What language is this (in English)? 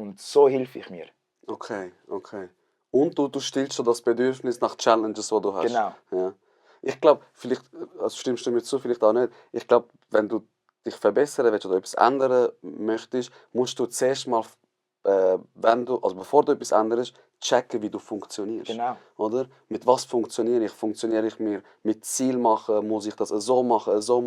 Swiss German